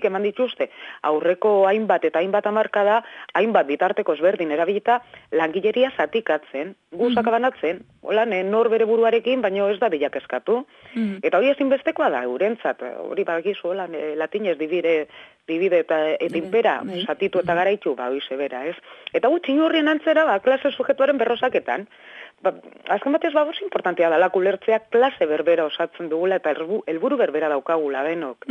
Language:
Basque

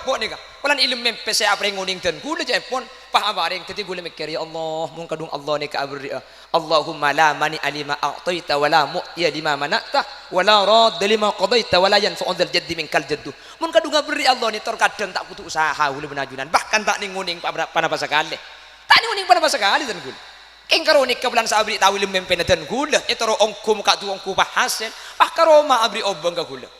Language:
Madurese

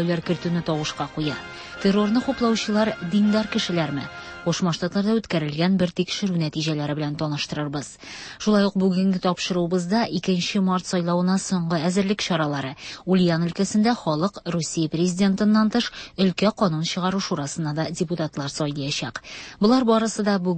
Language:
Tatar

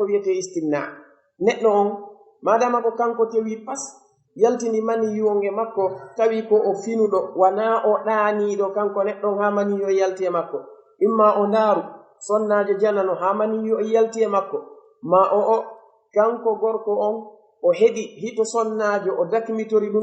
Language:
Pular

